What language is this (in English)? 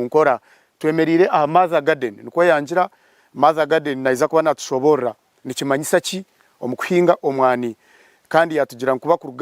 Nyankole